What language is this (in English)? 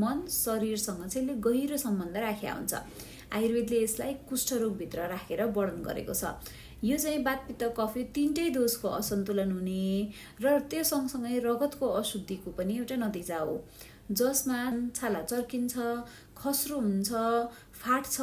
Nepali